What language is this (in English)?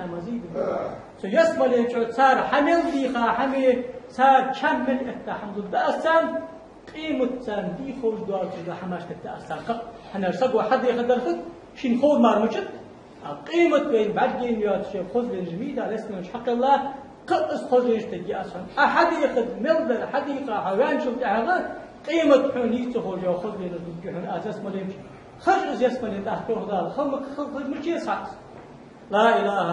Ingush